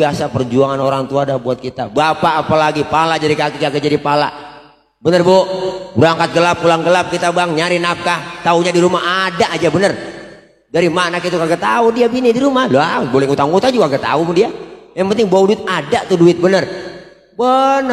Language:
Betawi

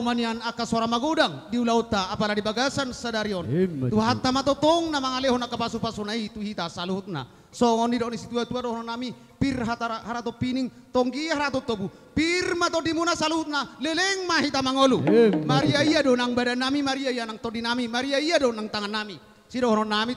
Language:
Batak Toba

